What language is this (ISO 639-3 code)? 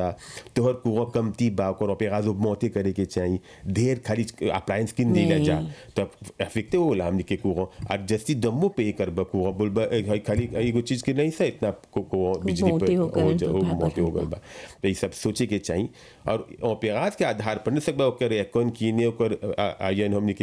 bho